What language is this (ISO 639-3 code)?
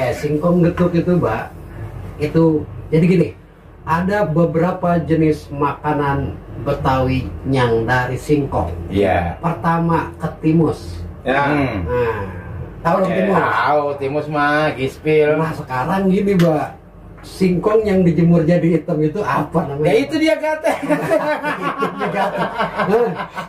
bew